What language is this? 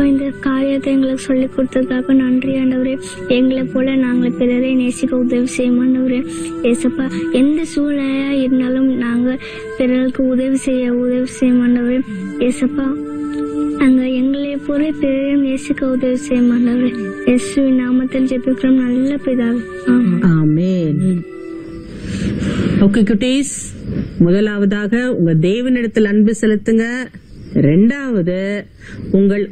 Tamil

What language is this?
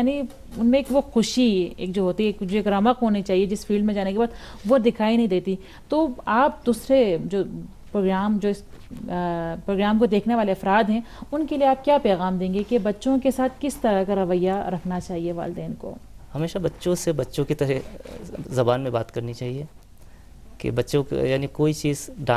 Urdu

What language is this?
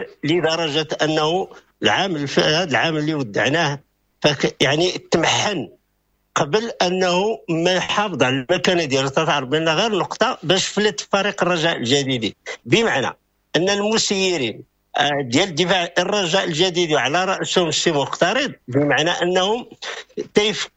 Moroccan Arabic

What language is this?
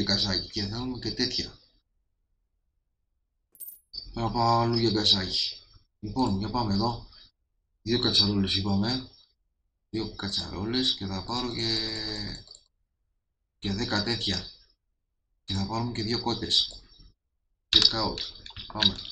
Greek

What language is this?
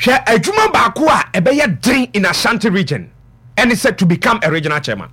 Akan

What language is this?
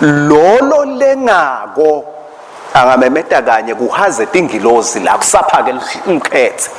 Swati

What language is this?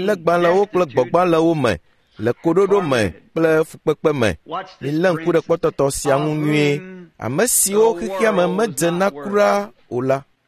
Ewe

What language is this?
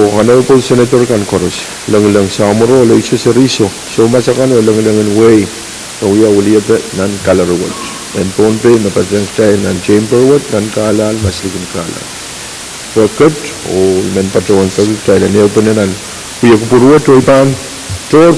Pohnpeian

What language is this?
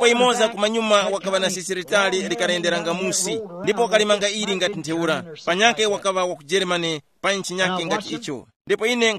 Tumbuka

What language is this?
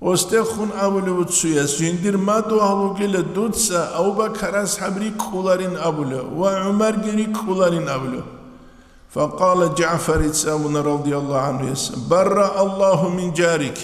Avaric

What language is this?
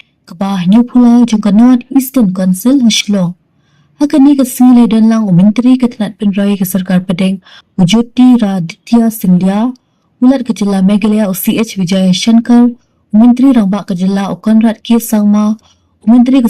Khasi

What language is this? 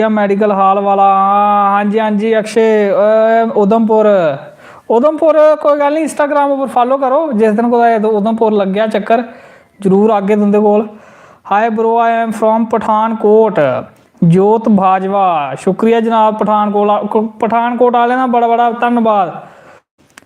Dogri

